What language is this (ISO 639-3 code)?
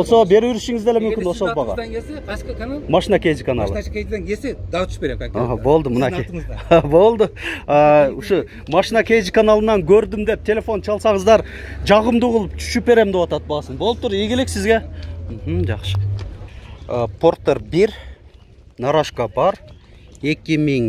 kir